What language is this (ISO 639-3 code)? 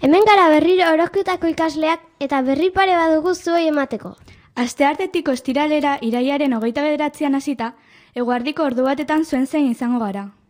eus